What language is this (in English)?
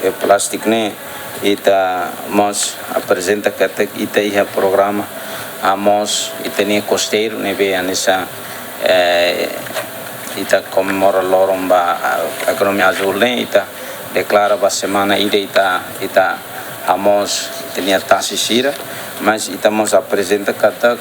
Tetum